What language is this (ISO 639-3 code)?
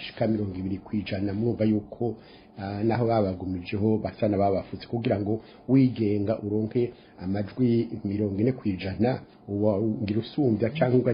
run